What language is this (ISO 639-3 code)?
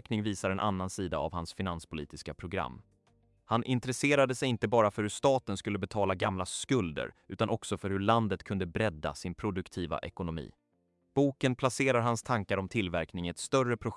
swe